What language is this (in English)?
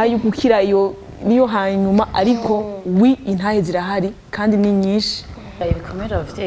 Rundi